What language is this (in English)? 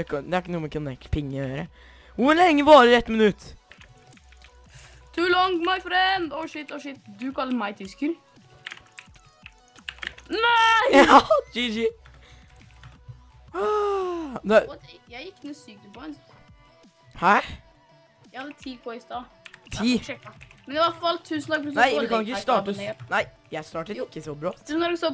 Norwegian